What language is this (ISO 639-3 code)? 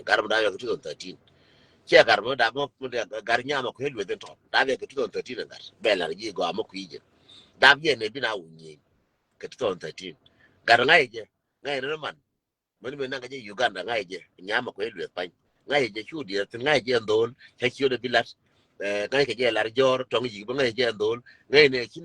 nus